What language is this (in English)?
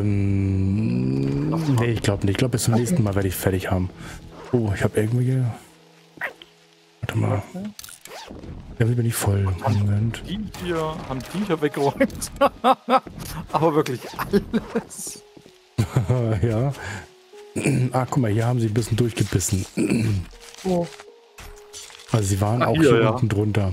German